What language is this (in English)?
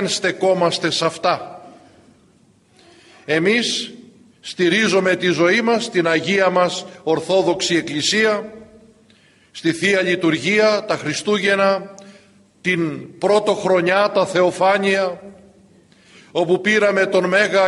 Greek